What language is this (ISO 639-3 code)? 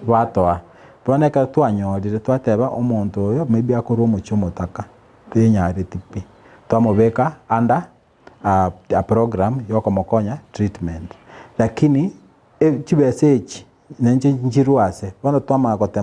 guz